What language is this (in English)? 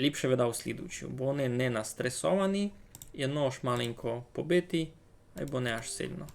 Rusyn